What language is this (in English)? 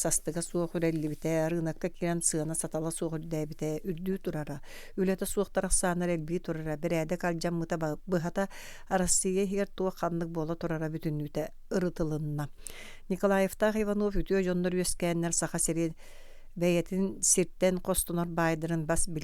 Yakut